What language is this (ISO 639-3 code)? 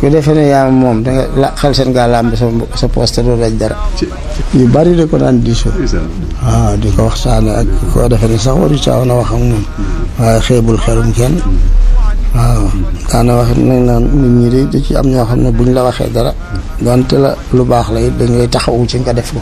wol